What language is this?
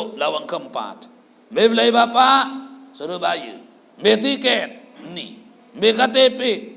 Sasak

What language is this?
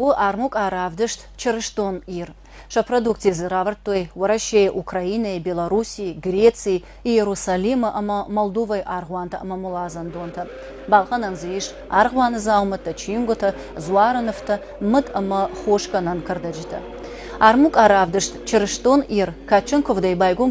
Ossetic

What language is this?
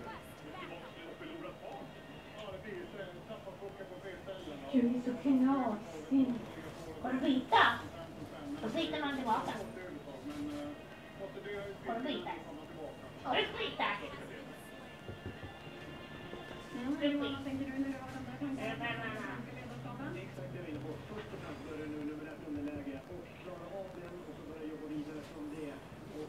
Swedish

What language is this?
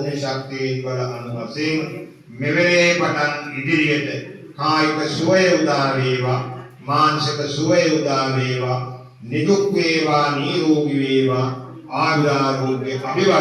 Sinhala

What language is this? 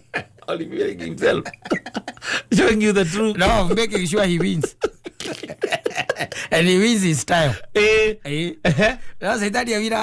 Kikuyu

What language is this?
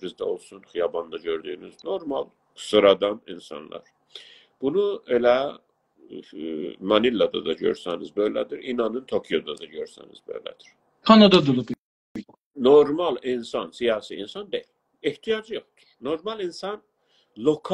South Azerbaijani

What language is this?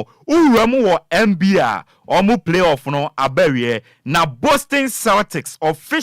Akan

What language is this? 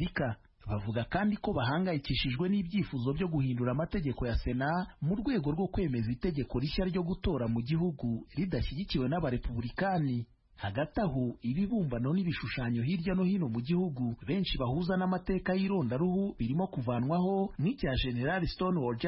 Kinyarwanda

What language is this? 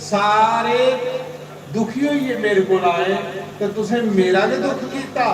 Dogri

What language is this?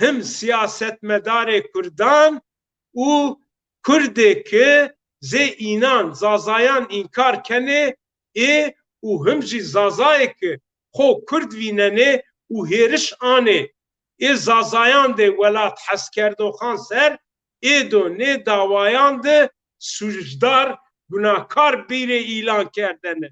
Zaza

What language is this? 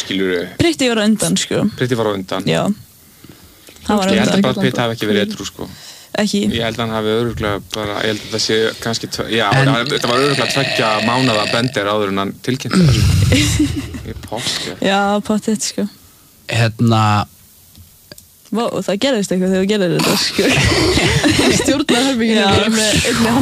Icelandic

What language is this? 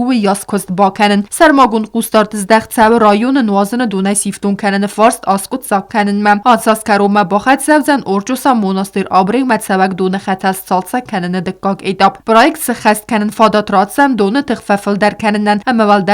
Ossetic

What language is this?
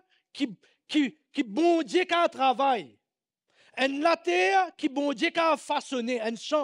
Morisyen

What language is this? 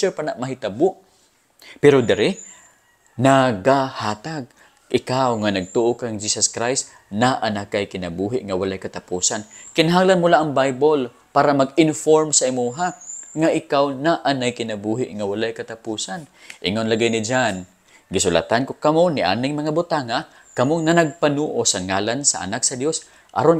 Cebuano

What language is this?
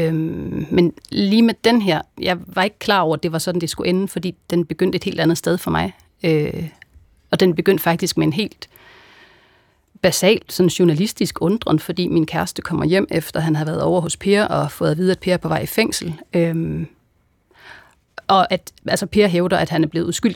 Danish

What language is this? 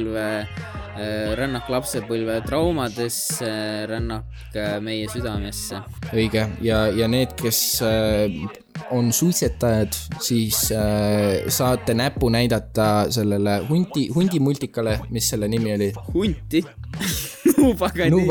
Estonian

